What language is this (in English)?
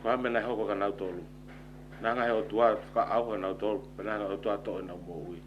Tongan